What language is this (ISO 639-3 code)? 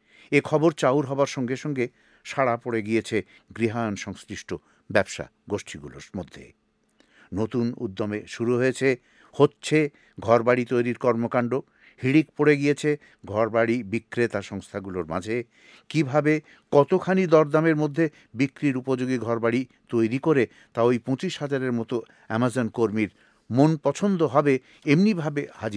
ben